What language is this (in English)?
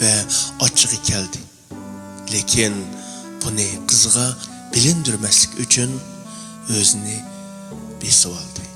Uyghur